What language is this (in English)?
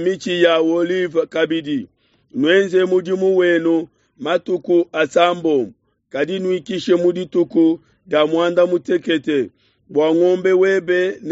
Luba-Lulua